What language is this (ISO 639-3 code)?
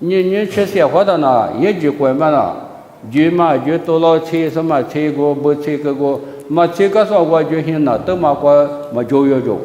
lis